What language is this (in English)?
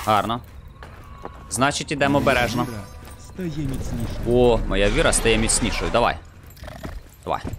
Ukrainian